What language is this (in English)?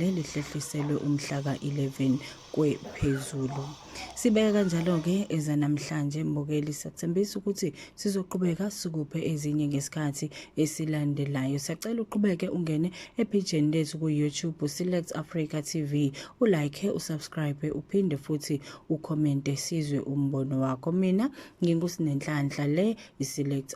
Zulu